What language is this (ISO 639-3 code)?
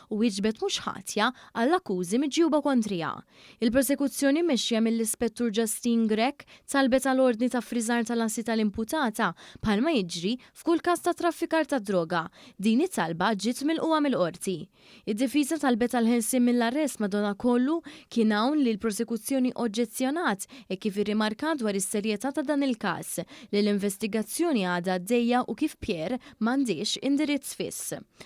mlt